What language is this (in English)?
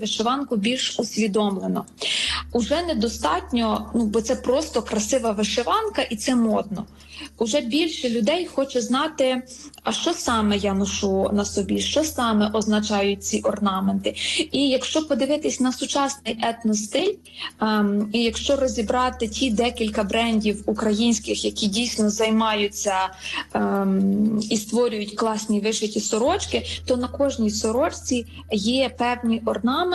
Ukrainian